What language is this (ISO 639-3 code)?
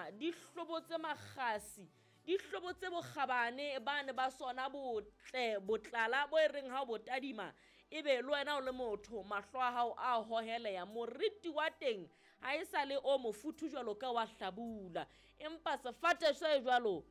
sot